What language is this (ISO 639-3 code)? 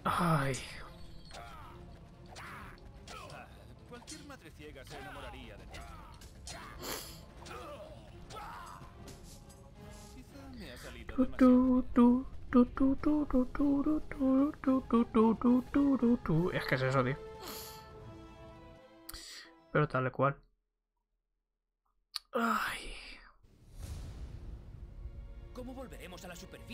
spa